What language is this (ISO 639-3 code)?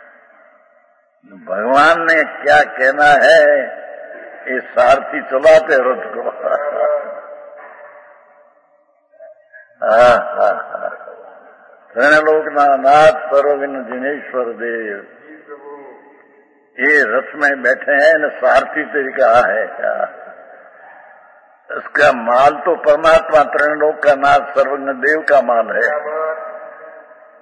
hin